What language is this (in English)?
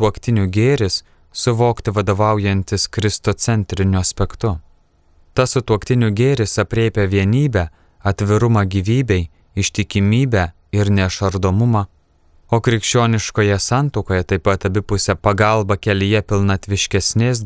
Lithuanian